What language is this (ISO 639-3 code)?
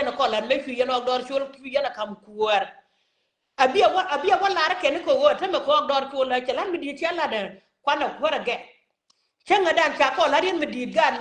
nus